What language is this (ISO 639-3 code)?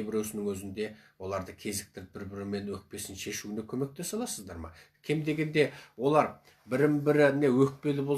kaz